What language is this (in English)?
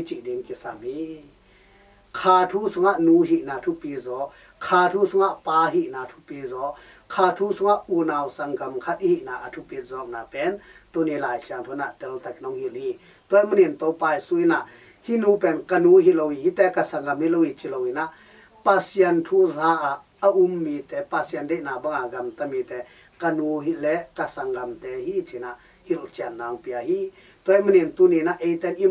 Tedim Chin